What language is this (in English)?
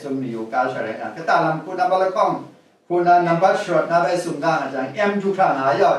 Kachin